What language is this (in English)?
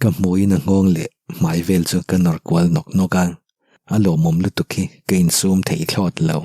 Mizo